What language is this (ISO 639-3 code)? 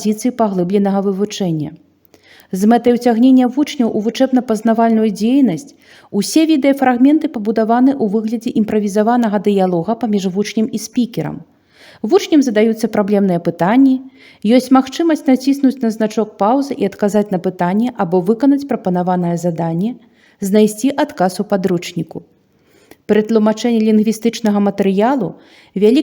bel